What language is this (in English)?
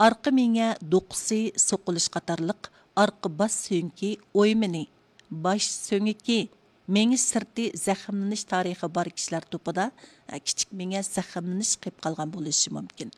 Uyghur